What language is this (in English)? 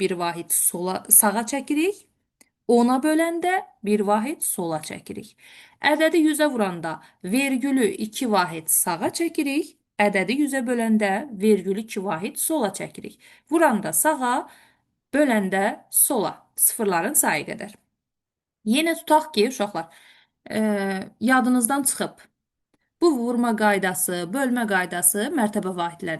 Azerbaijani